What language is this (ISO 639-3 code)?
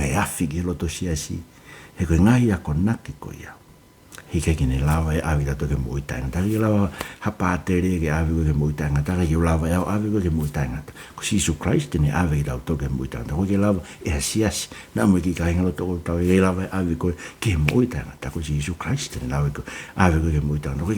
ton